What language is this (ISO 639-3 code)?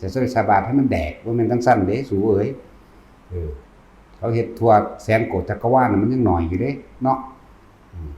tts